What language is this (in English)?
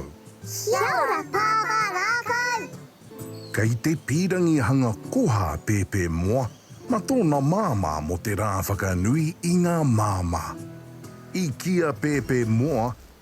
Māori